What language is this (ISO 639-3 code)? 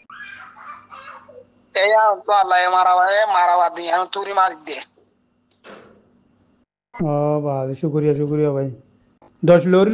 rhg